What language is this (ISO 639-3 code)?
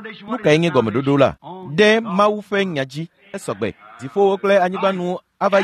ewe